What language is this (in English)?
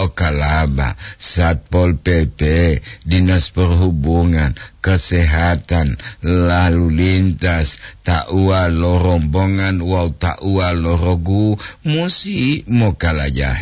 Gorontalo